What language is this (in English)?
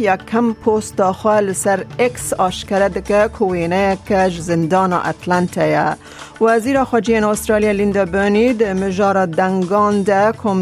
Kurdish